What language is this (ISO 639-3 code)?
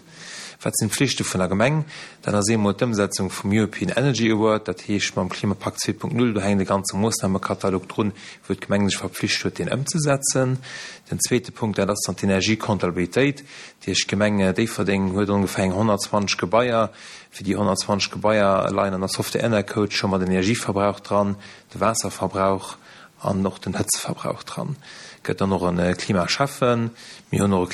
ltz